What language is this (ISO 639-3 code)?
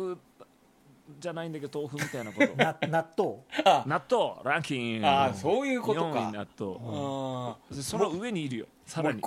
jpn